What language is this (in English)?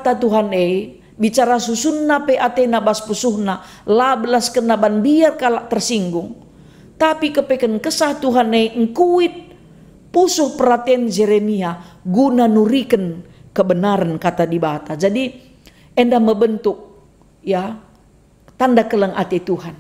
Batak Karo